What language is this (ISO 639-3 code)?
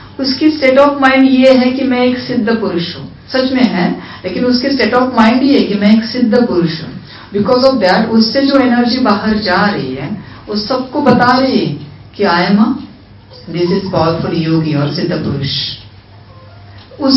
hin